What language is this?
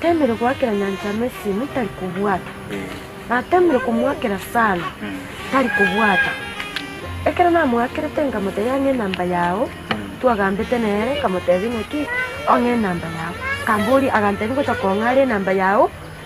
Gusii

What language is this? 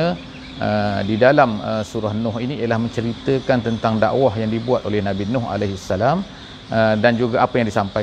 Malay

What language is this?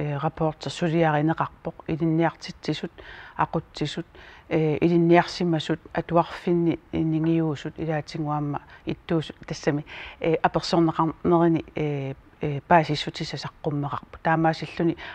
Kalaallisut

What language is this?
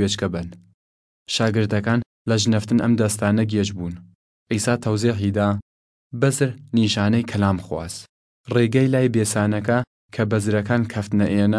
Southern Kurdish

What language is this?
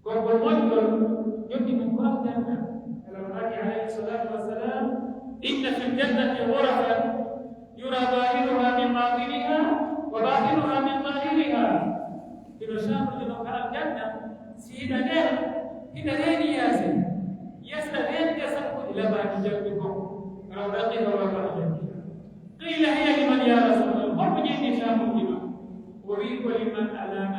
Pular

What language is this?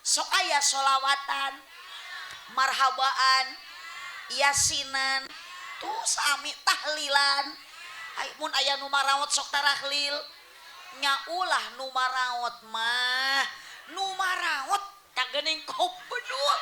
Sundanese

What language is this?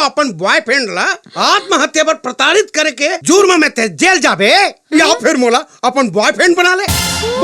Chhattisgarhi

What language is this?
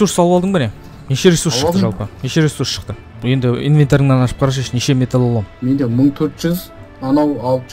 Kazakh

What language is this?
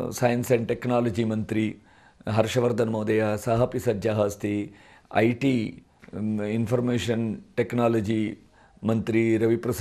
Sanskrit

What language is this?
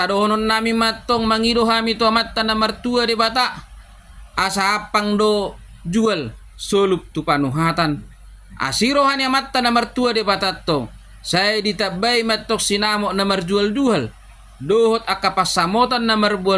Batak Toba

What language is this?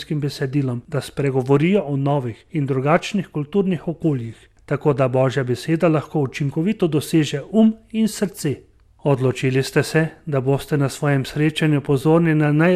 Slovenian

